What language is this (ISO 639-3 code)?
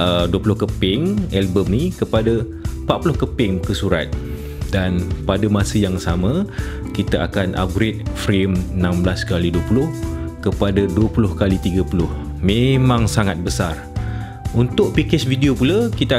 msa